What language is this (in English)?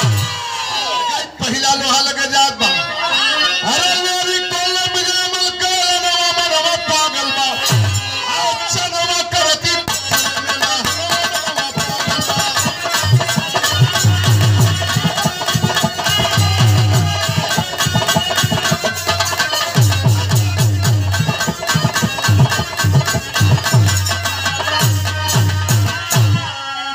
Bhojpuri